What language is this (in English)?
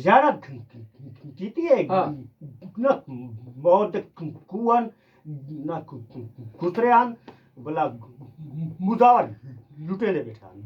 Saraiki